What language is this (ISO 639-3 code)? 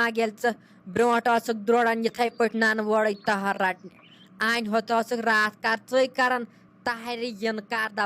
kas